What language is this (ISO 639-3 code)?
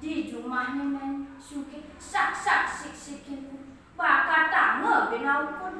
ban